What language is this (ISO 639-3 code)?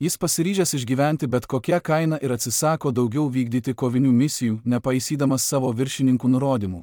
lit